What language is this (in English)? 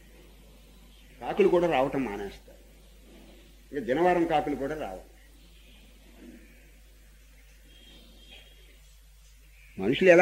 Telugu